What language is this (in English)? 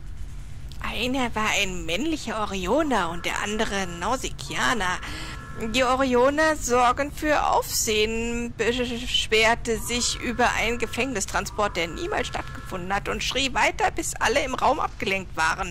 German